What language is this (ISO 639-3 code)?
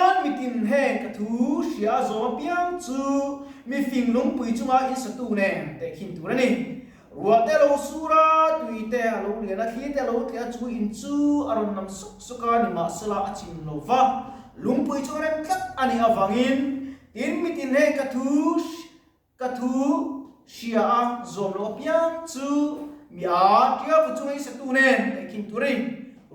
lus